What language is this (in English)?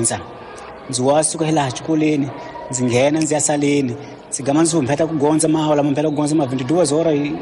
Tsonga